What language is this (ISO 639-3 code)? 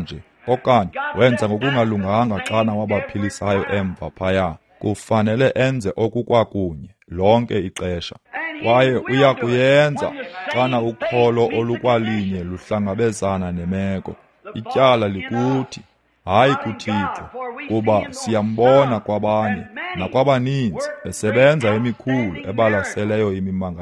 xho